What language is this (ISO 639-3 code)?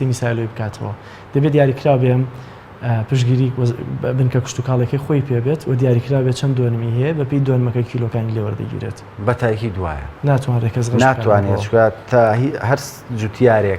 ckb